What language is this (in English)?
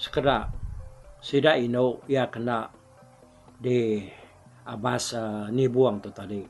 Iban